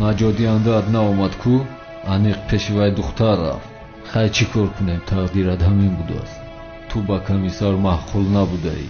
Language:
Tajik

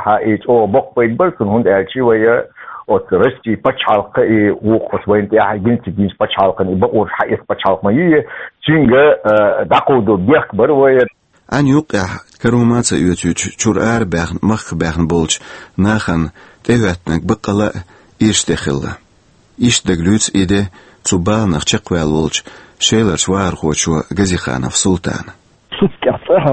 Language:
Chechen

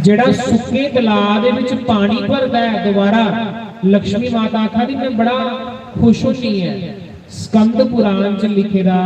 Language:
Dogri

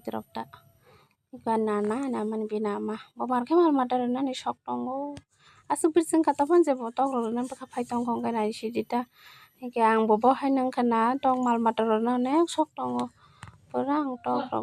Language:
Kok Borok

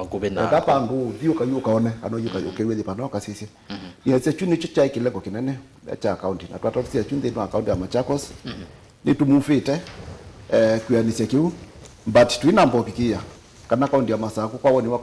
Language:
Kamba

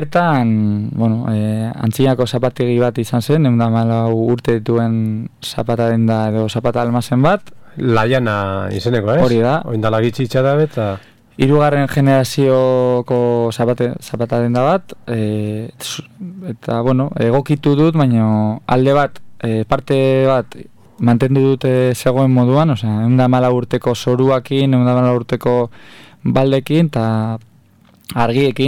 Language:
Basque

